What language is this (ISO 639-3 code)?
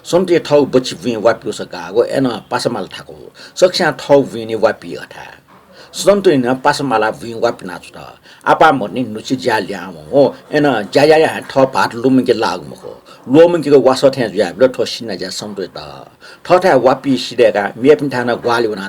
new